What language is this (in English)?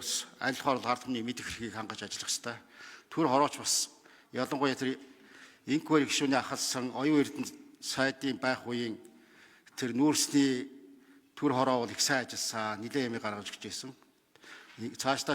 Mongolian